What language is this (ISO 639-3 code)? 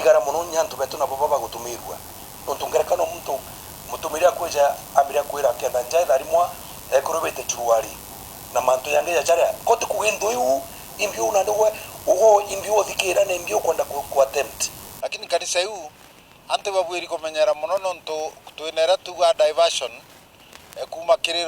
mer